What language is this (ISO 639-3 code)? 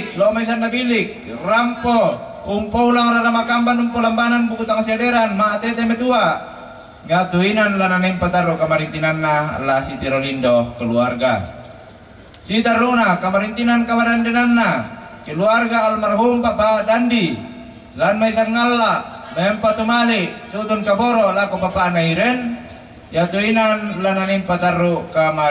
sda